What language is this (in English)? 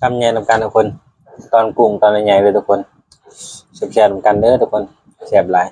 Northeastern Thai